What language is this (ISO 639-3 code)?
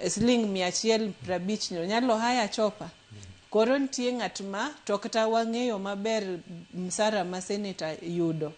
luo